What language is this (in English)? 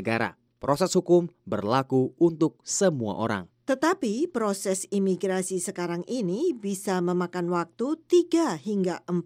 Indonesian